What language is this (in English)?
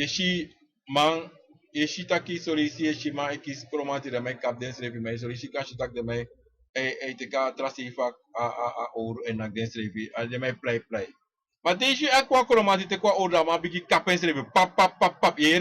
Sranan Tongo